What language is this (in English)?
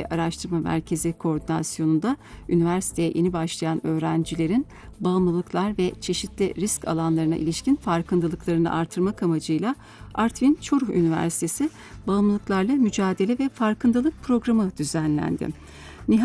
Turkish